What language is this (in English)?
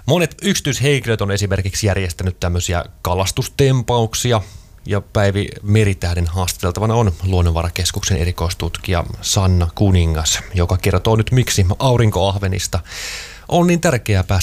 Finnish